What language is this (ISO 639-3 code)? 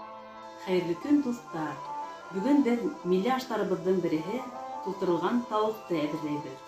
bak